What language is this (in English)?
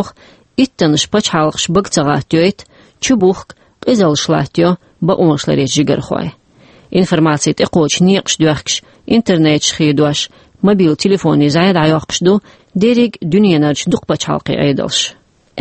Chechen